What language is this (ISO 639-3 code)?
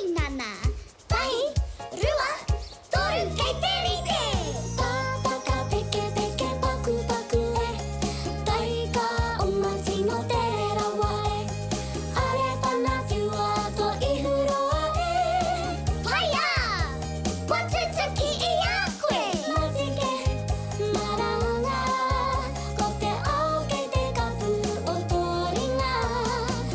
mri